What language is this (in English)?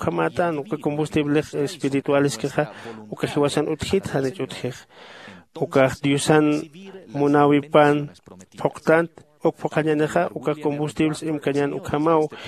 Aymara